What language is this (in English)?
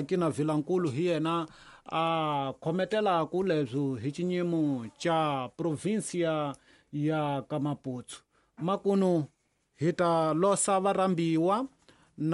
Tsonga